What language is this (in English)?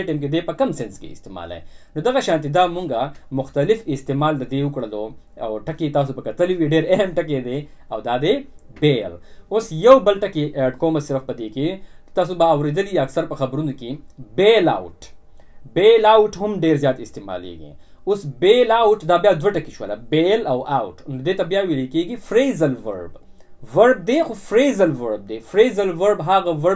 Pashto